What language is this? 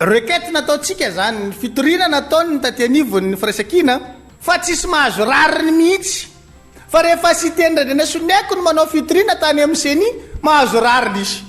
Malagasy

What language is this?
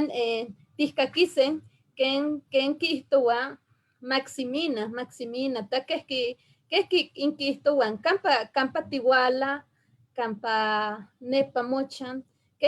Eastern Huasteca Nahuatl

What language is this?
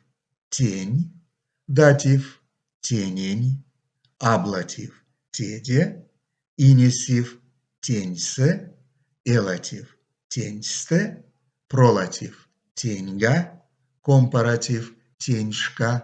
Erzya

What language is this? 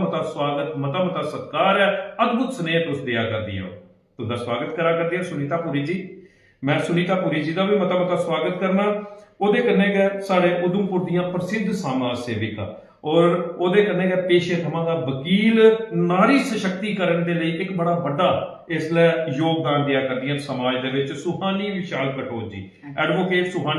Dogri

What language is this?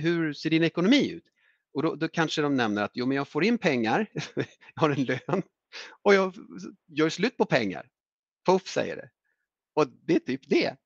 Swedish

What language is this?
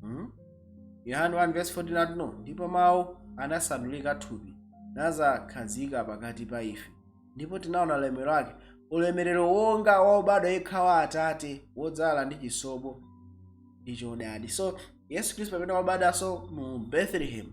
Nyanja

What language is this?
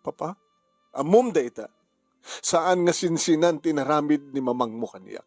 Iloko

